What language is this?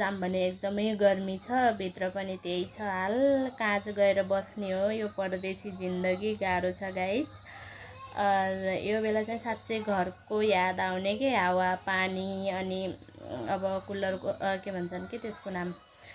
Nepali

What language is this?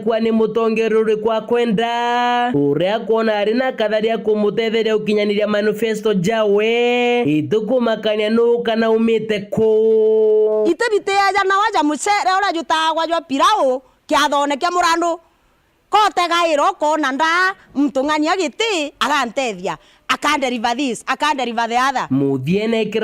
Meru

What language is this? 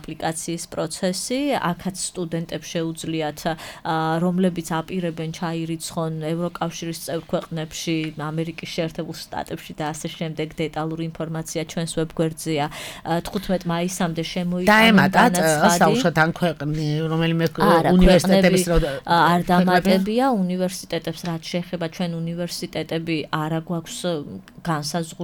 Georgian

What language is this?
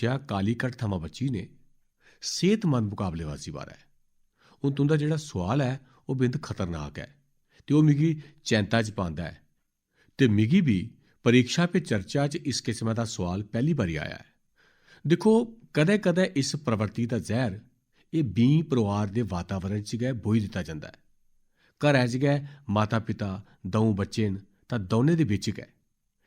Dogri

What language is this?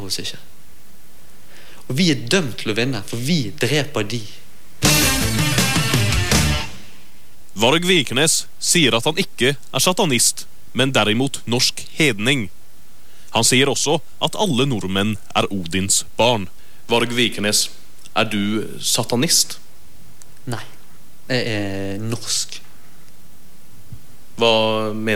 Norwegian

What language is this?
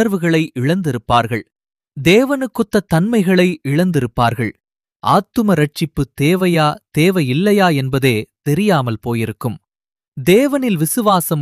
Tamil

